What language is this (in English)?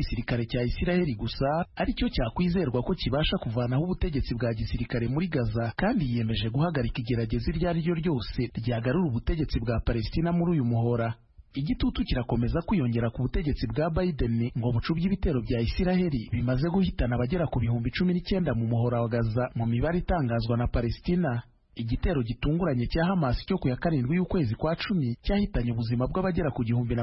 Kinyarwanda